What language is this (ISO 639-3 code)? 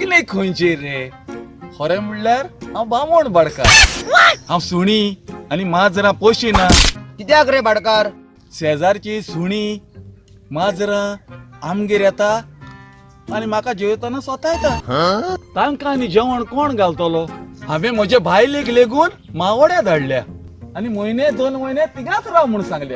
kok